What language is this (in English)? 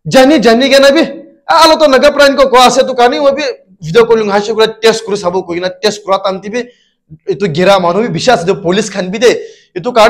Naga Pidgin